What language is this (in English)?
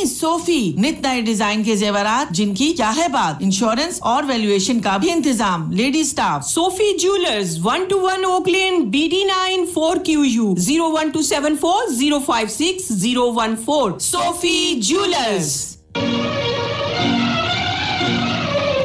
Urdu